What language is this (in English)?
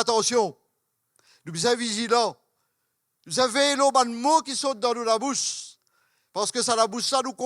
Morisyen